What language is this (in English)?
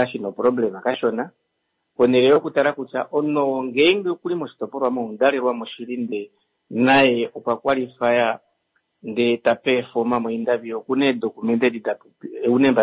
Kuanyama